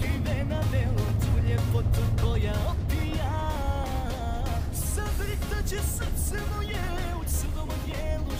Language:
Croatian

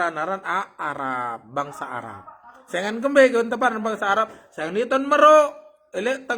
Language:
Sasak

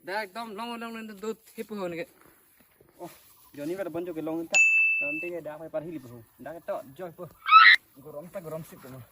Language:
Karbi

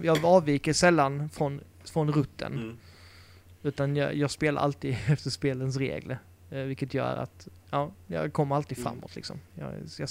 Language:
Swedish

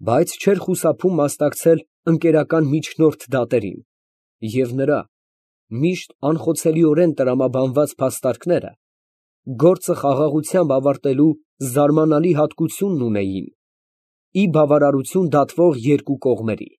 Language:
Armenian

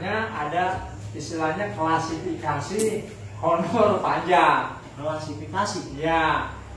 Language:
Betawi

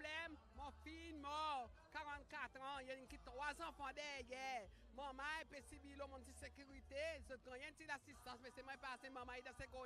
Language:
Seselwa Creole French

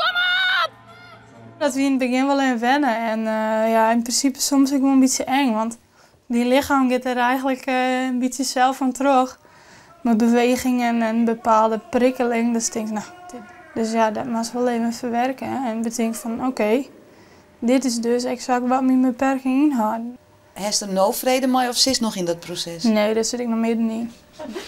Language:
Western Frisian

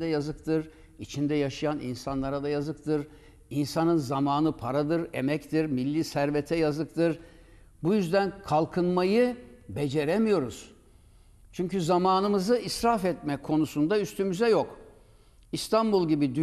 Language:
Turkish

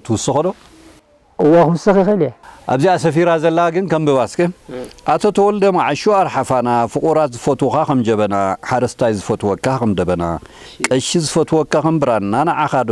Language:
Tigrinya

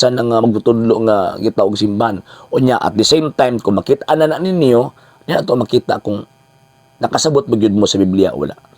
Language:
Cebuano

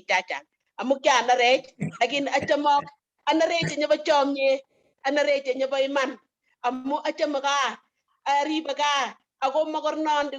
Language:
Kalenjin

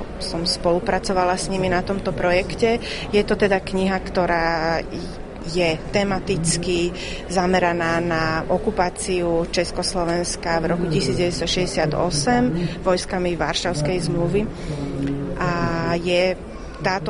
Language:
Slovak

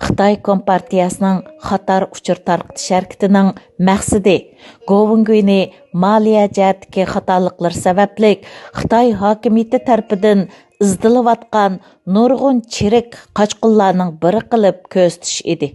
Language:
Uyghur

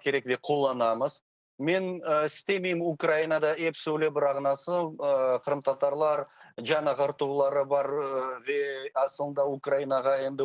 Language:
Crimean Tatar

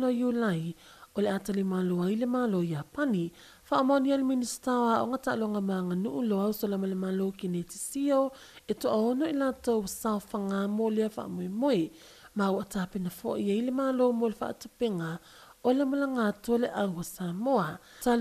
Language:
Samoan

